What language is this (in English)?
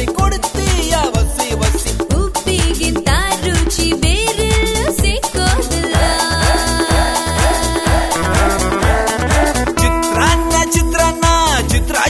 Kannada